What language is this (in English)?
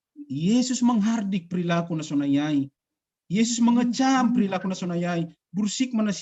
Batak Simalungun